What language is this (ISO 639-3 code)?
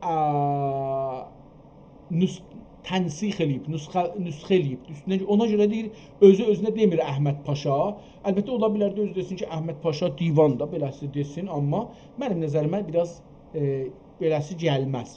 azb